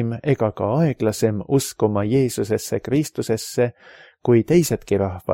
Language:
Estonian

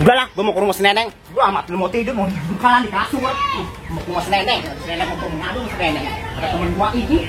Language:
Betawi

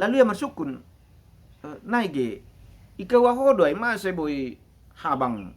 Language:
Batak Simalungun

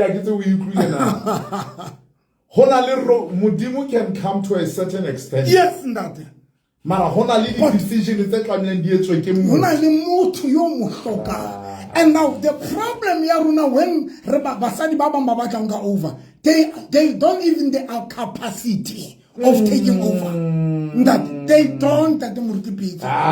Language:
Southern Sotho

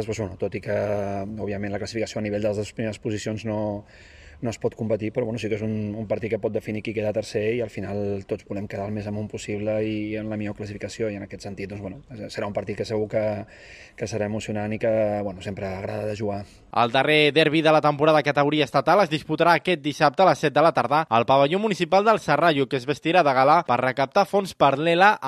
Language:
Catalan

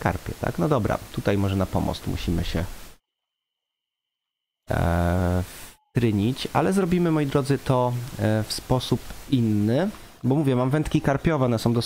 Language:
Polish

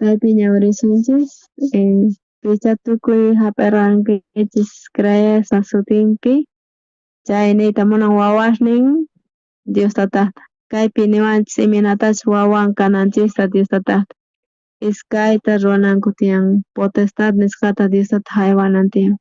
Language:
South Bolivian Quechua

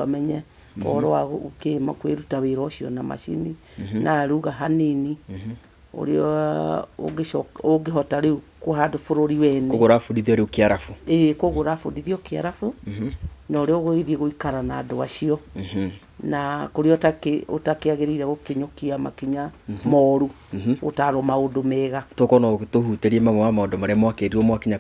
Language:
Kikuyu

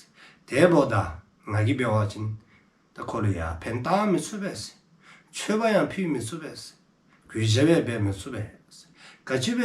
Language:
Dzongkha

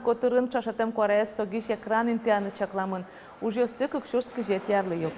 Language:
Udmurt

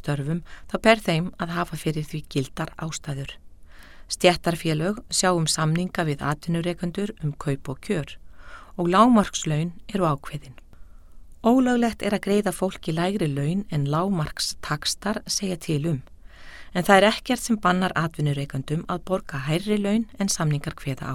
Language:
Icelandic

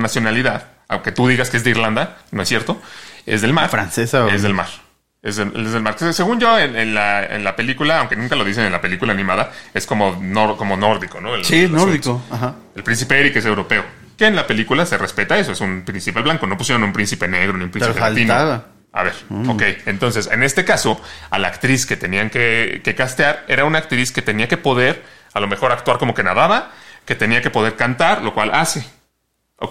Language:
Spanish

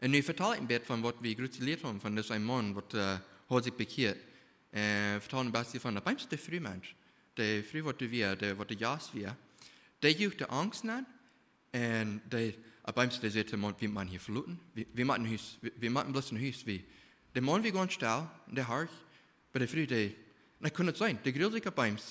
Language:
Plautdietsch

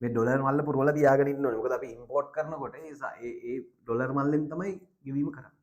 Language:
Sinhala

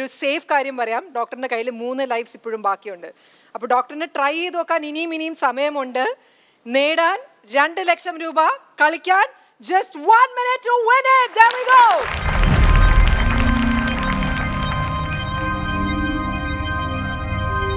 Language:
Malayalam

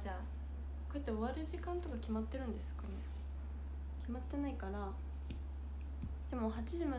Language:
Japanese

